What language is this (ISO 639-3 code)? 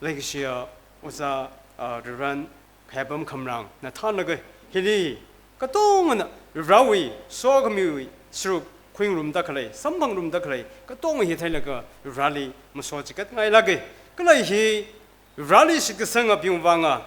nmf